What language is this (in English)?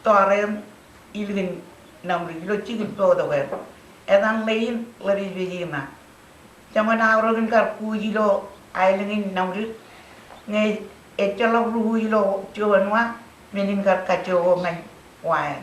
Marshallese